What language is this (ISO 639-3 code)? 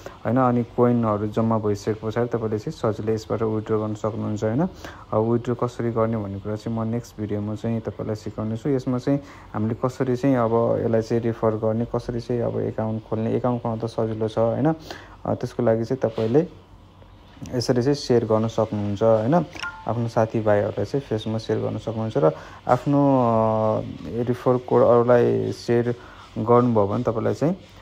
nep